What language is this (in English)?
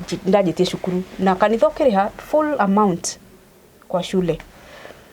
Kikuyu